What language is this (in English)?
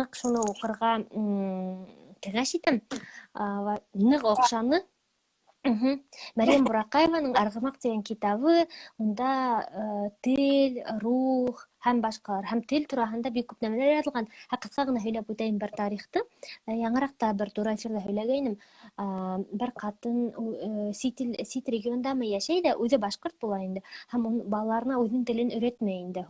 Bashkir